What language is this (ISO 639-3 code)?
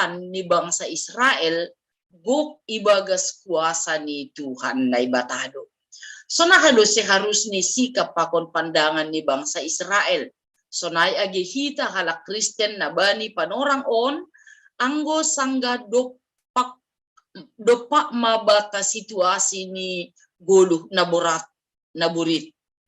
bts